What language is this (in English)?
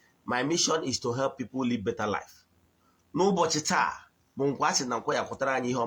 Igbo